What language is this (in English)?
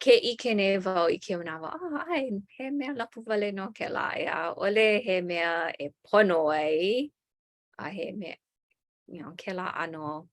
Hawaiian